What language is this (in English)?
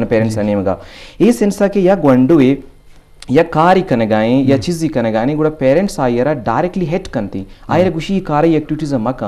Eastern Balochi